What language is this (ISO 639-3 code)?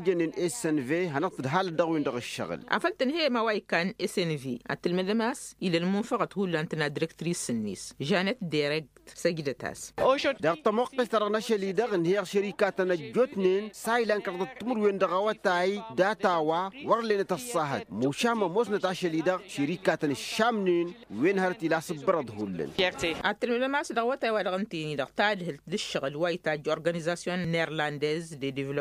taq